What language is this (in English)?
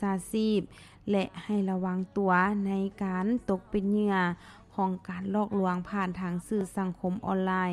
Lao